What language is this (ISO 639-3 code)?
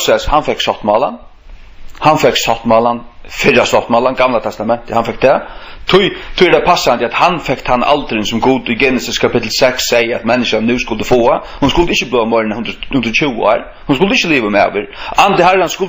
fao